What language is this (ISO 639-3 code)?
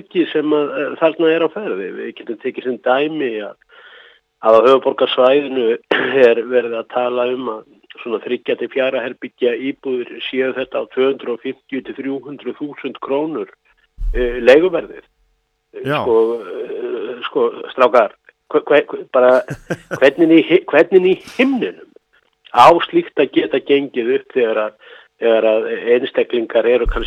isl